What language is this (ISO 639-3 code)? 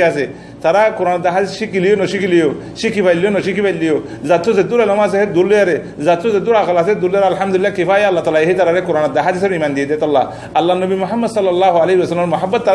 rhg